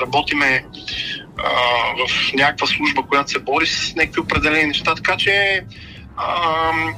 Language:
Bulgarian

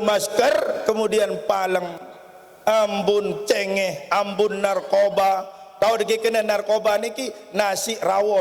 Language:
Sasak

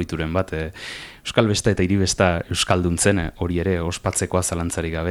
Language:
Basque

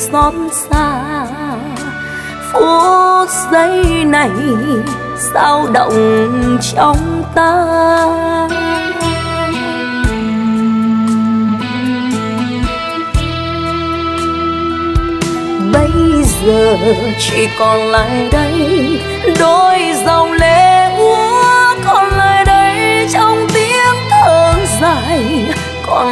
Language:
Vietnamese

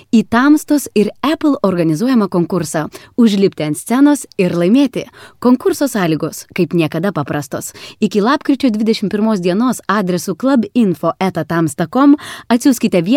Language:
Lithuanian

